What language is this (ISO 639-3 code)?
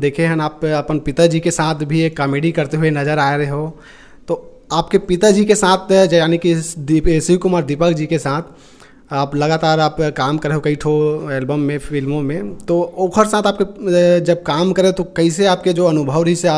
hne